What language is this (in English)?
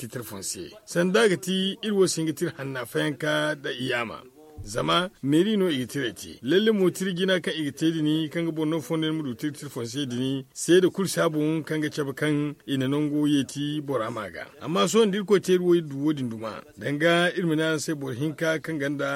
Zarma